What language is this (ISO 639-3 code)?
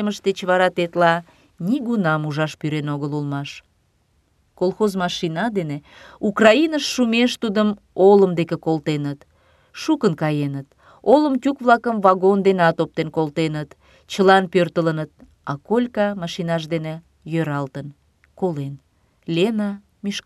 chm